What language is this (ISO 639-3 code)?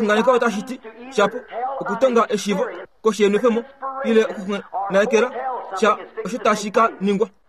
kua